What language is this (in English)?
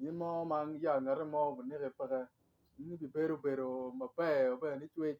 Acoli